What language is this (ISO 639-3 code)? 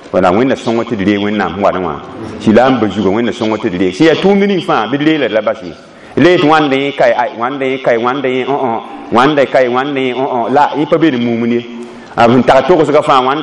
mos